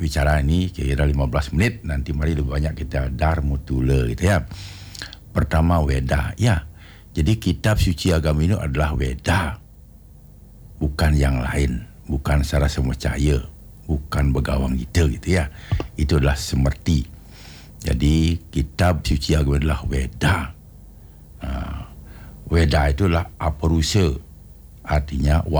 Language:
Indonesian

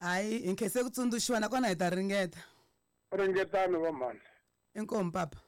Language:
Tsonga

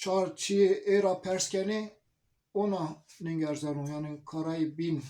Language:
Zaza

